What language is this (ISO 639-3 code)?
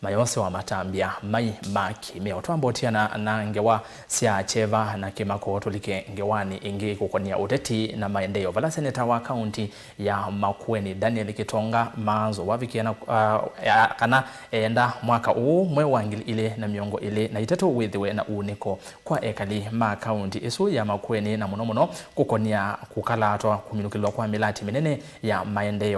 kam